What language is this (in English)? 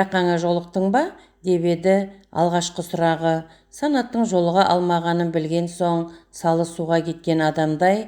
Kazakh